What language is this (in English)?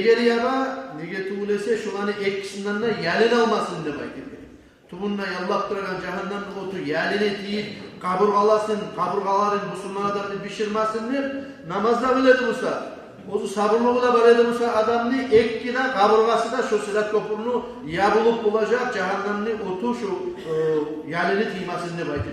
Kumyk